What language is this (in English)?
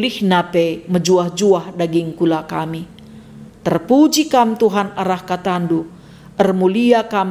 Batak Karo